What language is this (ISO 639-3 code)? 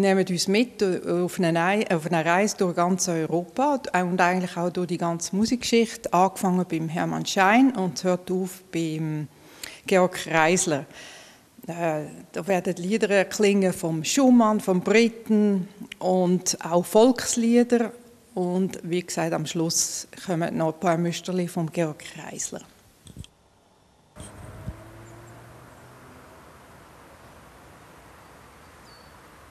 deu